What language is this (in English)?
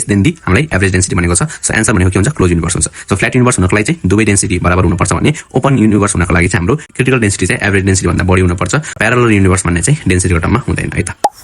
Nepali